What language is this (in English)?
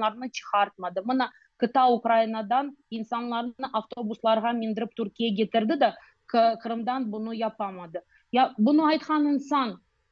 Crimean Tatar